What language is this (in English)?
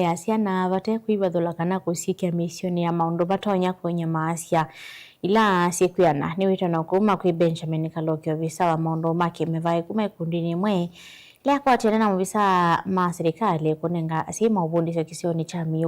Kamba